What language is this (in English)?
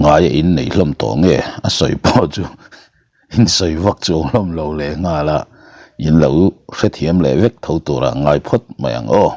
Mizo